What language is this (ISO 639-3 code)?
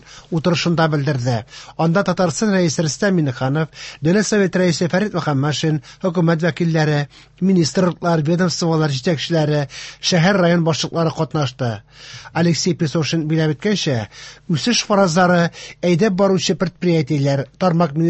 tat